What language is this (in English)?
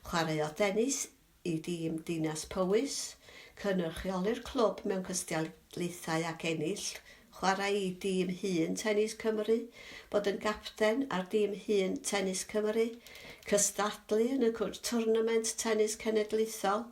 Welsh